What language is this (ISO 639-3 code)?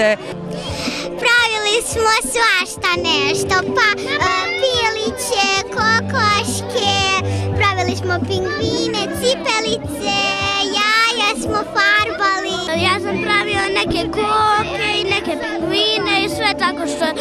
srp